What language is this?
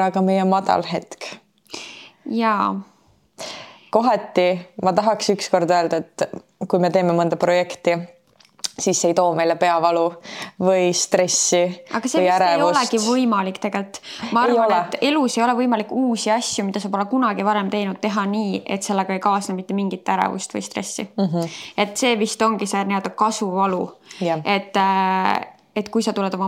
Estonian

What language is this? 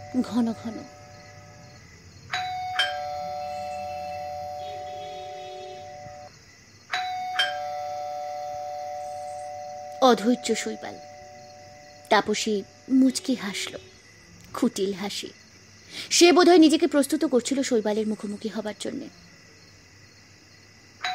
Bangla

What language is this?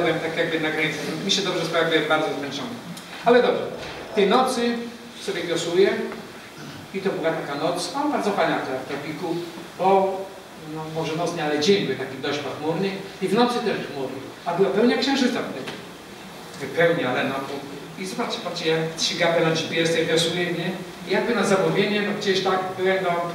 Polish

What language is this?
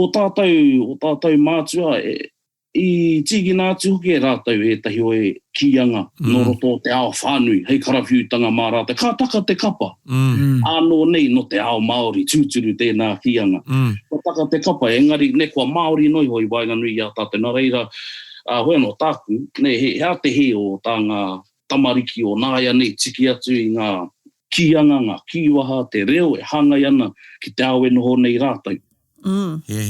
Māori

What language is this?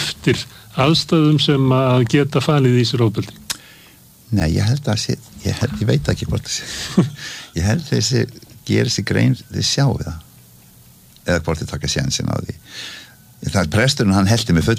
Icelandic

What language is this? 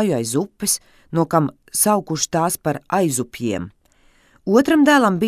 Latvian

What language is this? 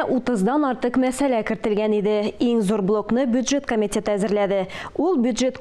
Tatar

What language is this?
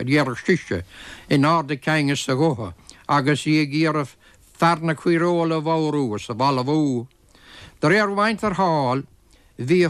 Irish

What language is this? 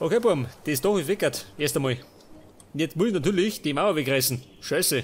Bavarian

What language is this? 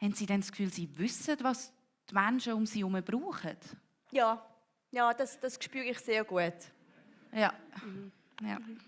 Swiss German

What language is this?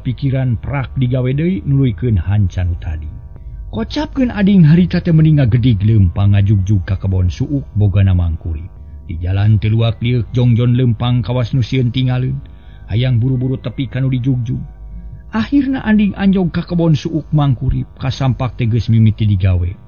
Sundanese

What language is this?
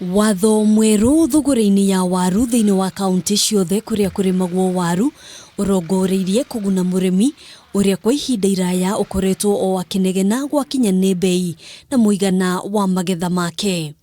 Kikuyu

